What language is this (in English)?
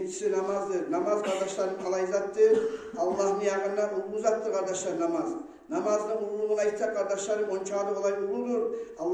Kumyk